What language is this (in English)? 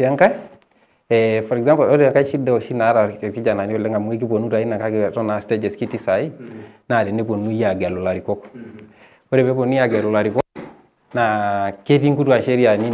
Masai